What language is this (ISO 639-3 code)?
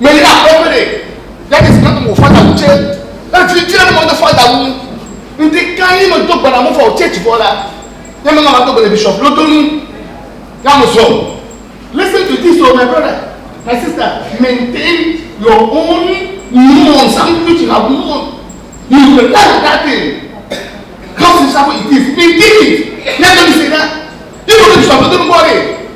ewe